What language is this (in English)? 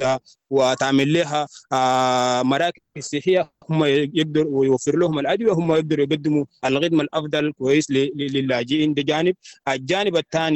Sudanese Arabic